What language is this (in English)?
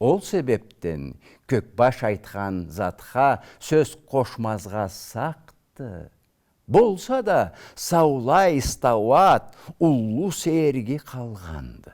Karachay-Balkar